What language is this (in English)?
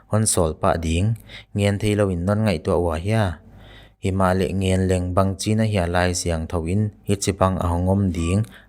Paite Chin